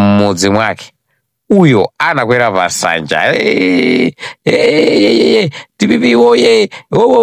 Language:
Nyanja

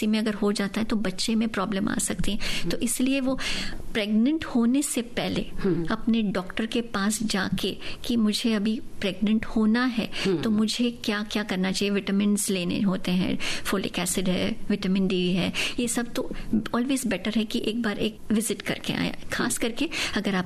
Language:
Hindi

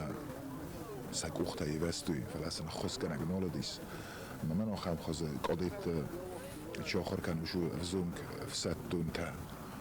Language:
Ossetic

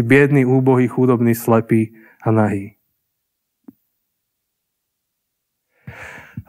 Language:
Slovak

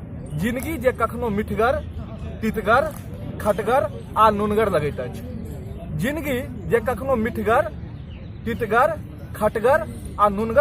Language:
Maithili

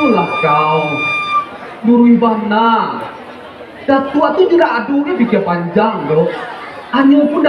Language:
Minangkabau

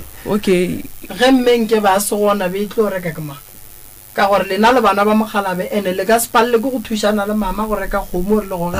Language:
Northern Sotho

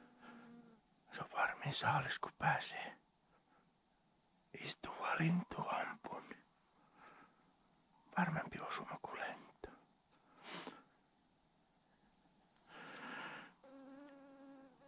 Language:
Finnish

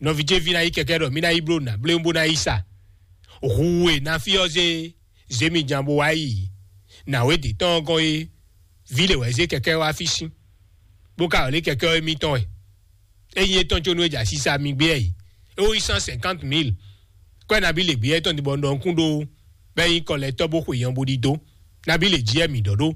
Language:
Fon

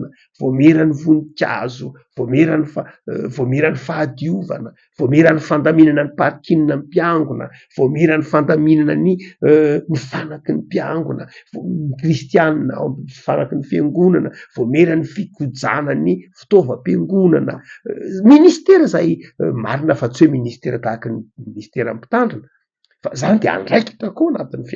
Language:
Malagasy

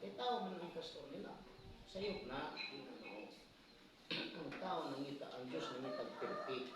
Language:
Cebuano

